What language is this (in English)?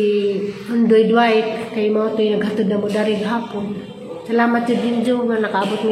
Cebuano